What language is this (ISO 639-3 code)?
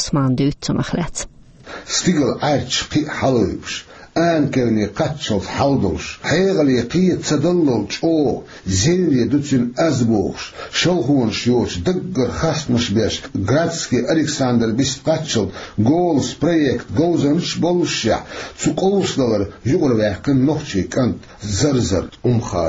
che